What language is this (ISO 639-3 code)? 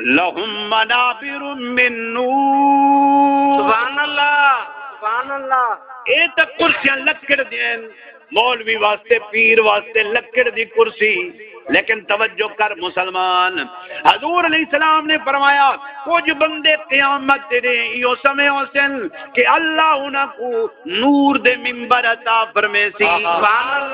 skr